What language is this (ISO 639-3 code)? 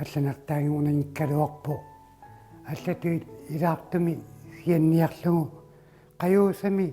kal